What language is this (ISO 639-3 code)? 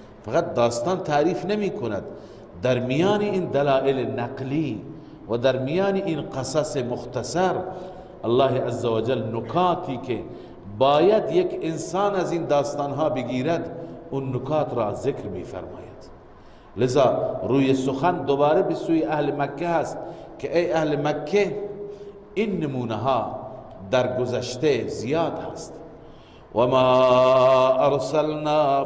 fas